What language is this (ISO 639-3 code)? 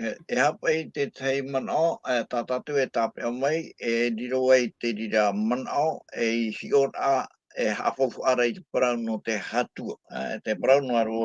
tah